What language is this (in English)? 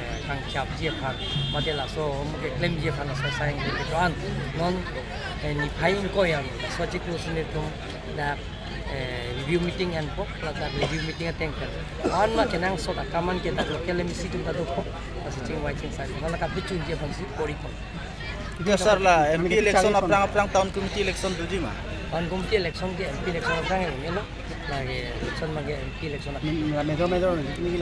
Karbi